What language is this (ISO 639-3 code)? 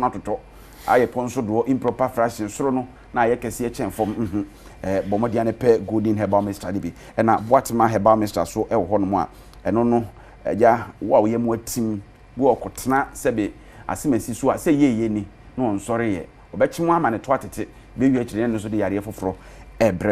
aka